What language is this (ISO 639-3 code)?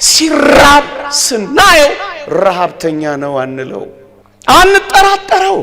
amh